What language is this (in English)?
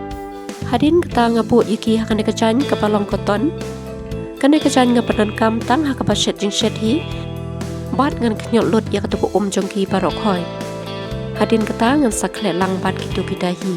Khasi